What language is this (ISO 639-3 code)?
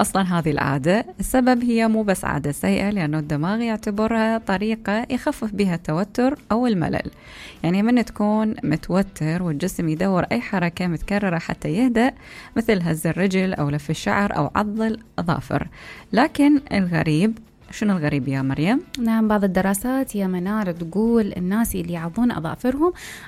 acm